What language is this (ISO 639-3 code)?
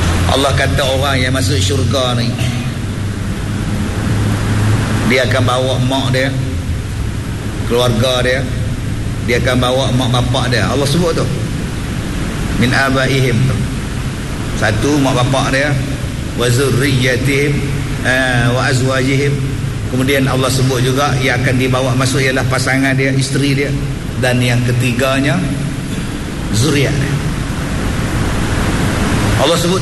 msa